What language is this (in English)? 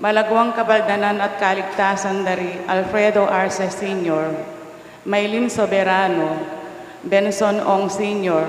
Pampanga